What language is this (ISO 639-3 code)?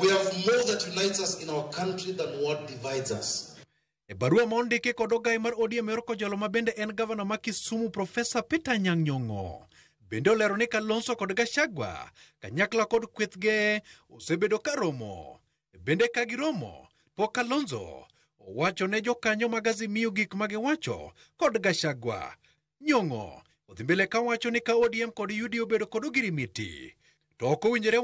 luo